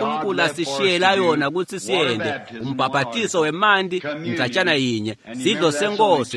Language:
Swati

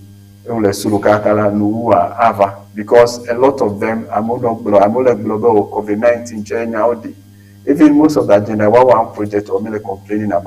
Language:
Ewe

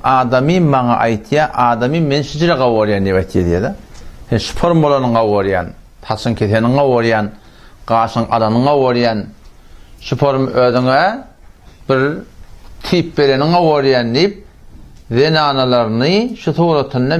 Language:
Turkmen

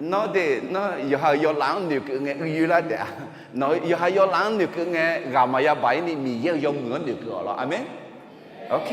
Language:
Akha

